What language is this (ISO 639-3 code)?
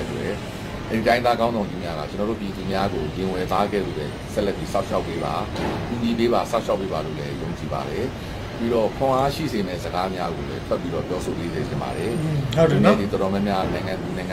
mya